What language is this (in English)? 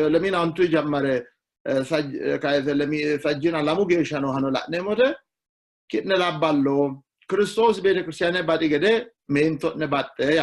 Sidamo